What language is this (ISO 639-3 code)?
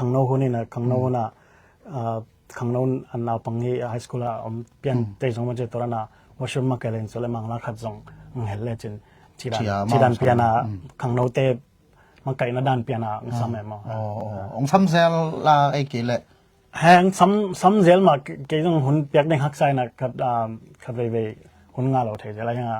ctd